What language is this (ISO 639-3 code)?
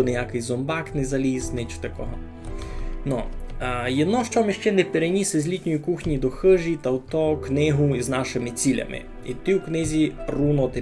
rue